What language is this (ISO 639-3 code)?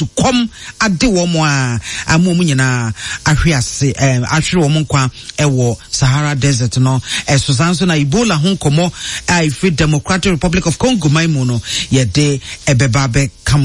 aka